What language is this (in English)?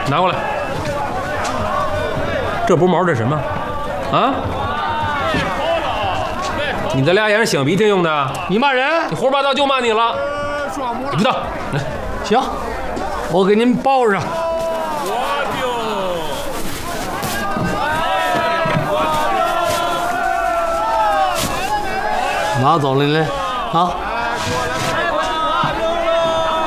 Chinese